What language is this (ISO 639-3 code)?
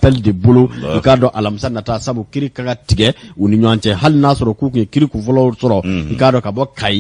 bam